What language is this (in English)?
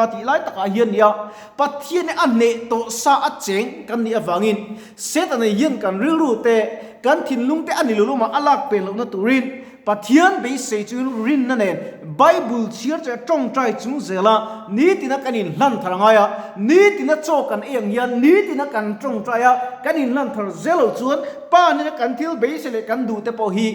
Mizo